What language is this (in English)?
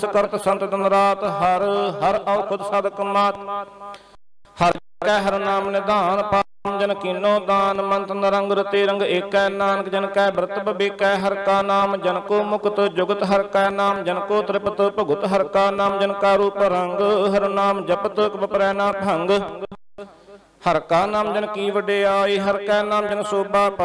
Punjabi